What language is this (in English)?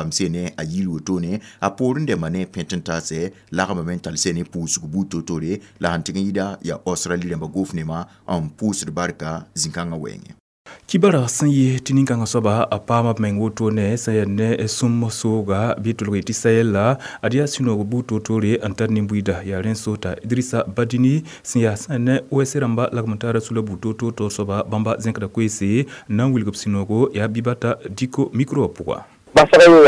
Mossi